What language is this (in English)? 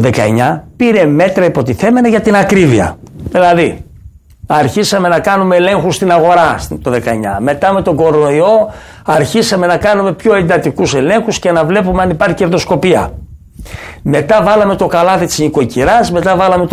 Greek